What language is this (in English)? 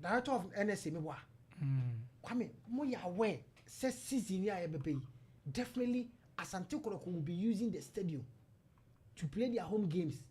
Akan